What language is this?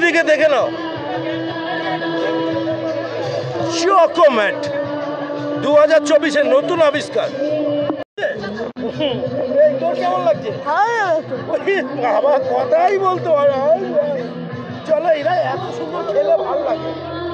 Bangla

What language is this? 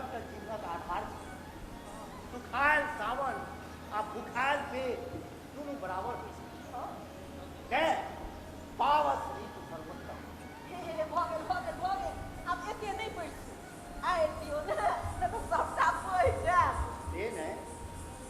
Maithili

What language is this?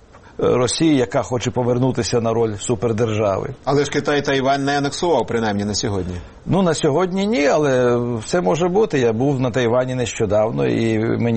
Ukrainian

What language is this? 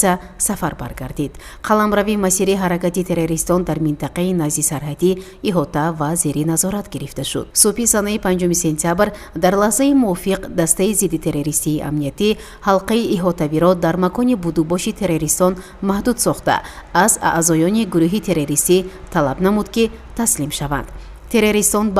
Tajik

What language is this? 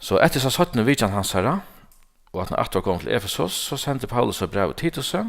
Faroese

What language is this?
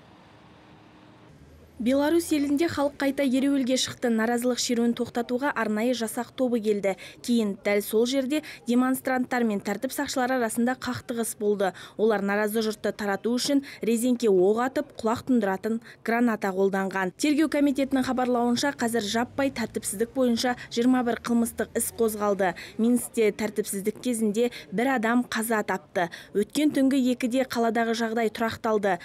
Kazakh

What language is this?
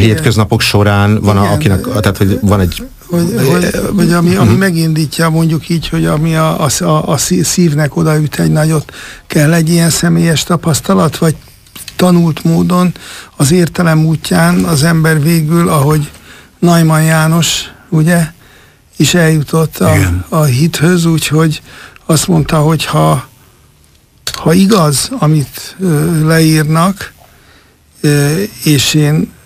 Hungarian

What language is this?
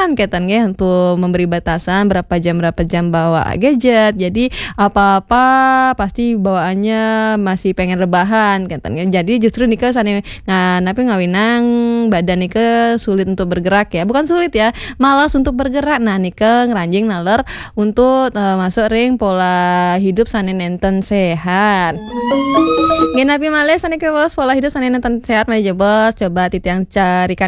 Balinese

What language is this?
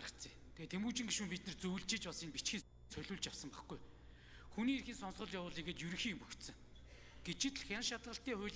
Mongolian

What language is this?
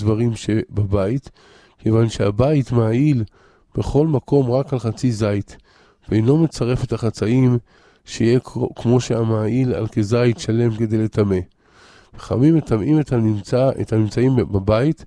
Hebrew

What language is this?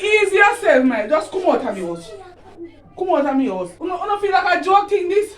Jamaican Creole English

